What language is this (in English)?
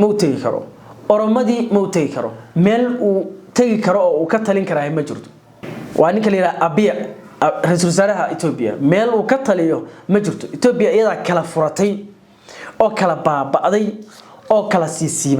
Somali